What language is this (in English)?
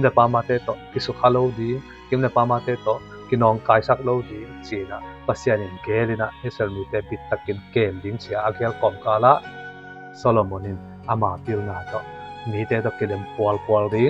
Tedim Chin